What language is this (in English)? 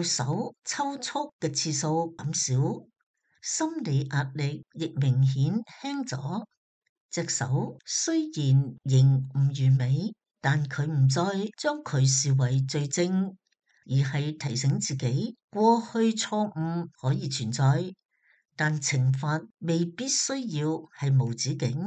Cantonese